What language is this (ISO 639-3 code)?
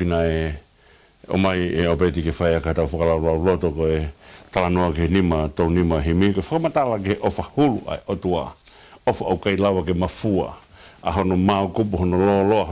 ton